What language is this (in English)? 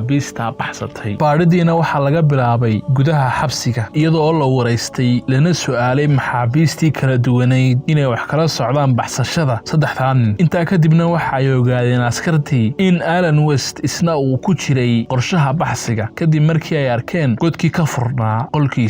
Somali